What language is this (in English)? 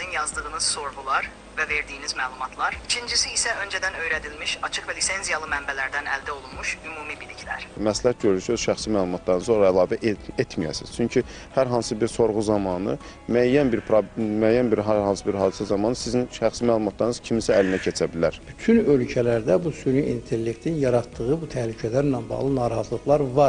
Azerbaijani